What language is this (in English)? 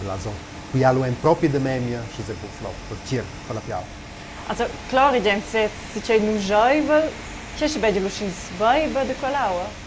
Romansh